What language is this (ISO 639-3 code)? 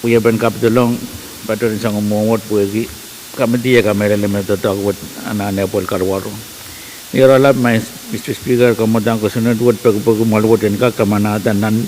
pon